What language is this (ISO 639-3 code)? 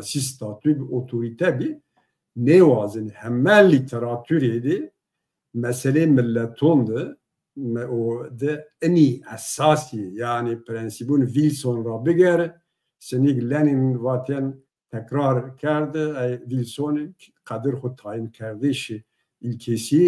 zza